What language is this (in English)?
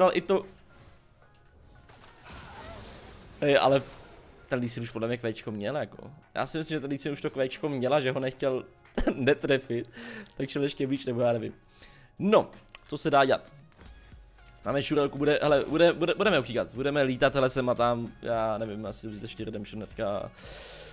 Czech